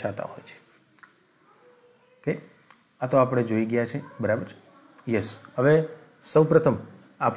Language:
Gujarati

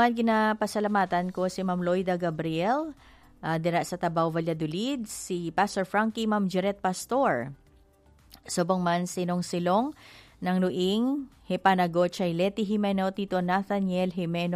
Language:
Hiligaynon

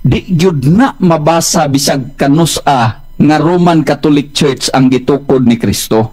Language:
Cebuano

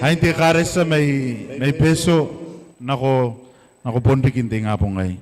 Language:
Gilbertese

